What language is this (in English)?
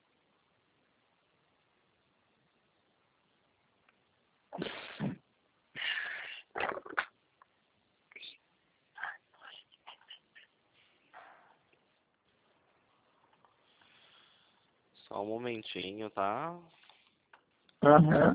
Portuguese